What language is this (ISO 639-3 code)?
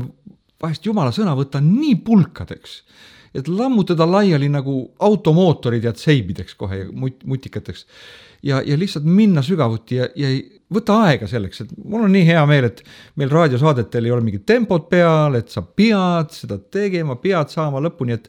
est